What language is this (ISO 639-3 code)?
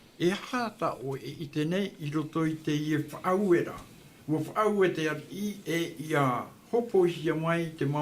tah